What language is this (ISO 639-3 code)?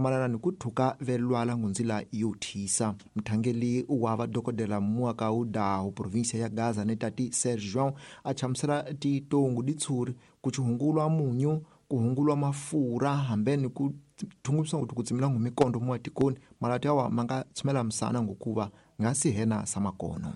tso